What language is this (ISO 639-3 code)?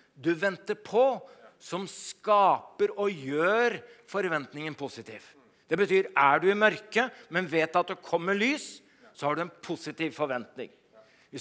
nor